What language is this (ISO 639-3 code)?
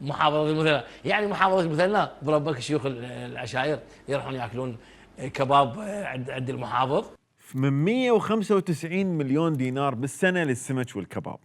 acm